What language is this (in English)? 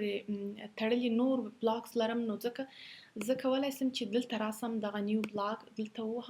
Pashto